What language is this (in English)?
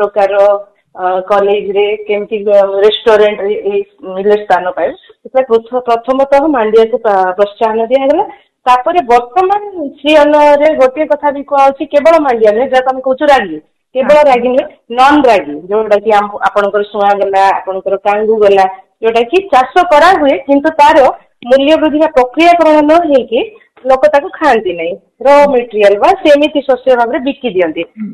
Odia